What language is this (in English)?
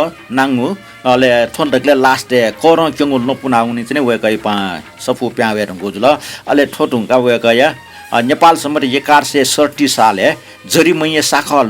Newari